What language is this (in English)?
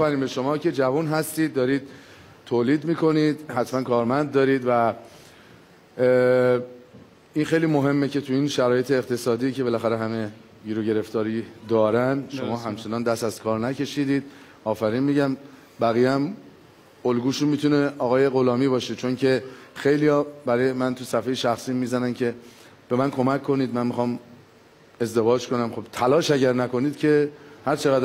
Persian